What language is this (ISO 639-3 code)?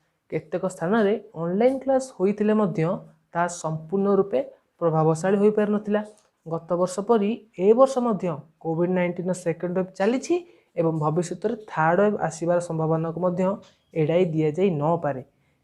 ori